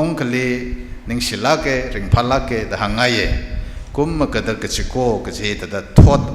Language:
Tangkhul Naga (India)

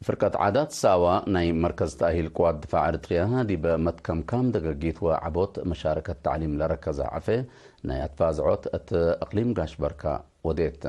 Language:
Tigre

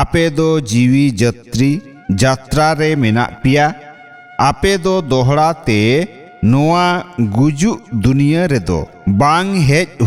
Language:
Santali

